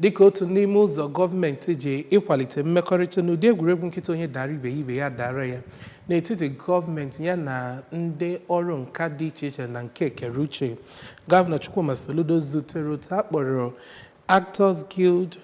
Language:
Igbo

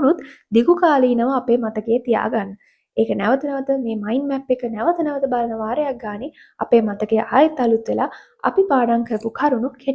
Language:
Sinhala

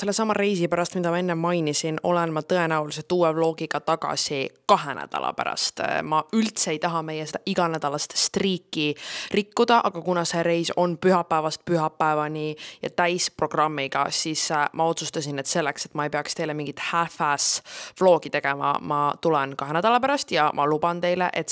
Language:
Estonian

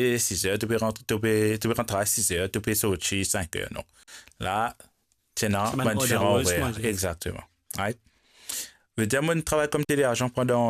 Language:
Morisyen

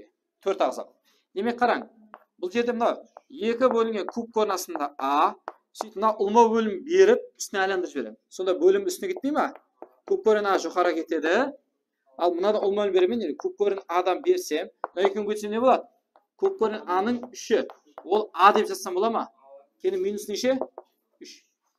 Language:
Kara-Kalpak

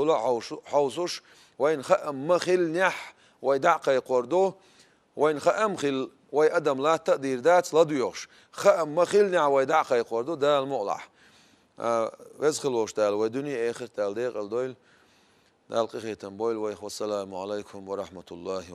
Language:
Chechen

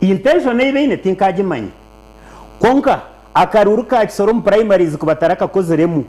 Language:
Nyankole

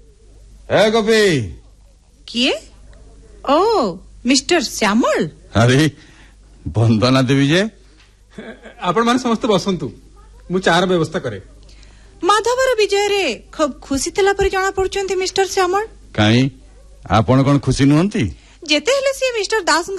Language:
Odia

